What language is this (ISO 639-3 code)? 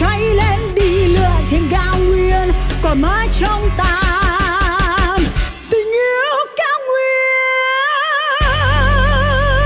vie